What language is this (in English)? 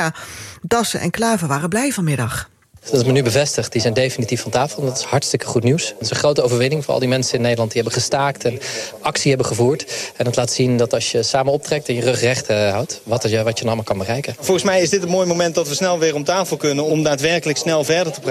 Dutch